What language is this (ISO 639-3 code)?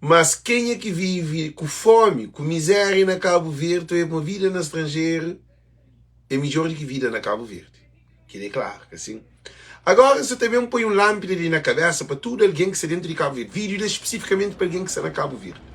kea